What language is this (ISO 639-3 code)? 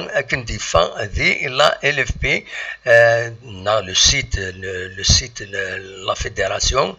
kab